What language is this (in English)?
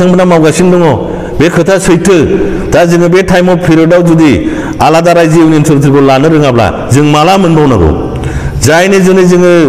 Bodo